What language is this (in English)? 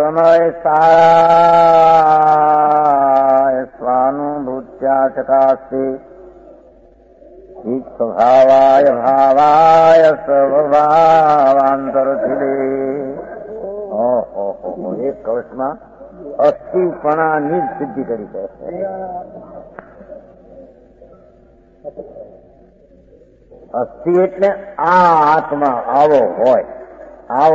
Gujarati